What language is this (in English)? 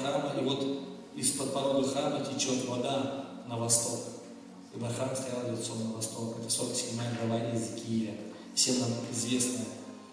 Russian